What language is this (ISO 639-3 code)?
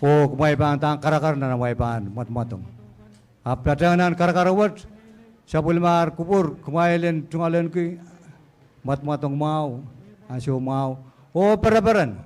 pon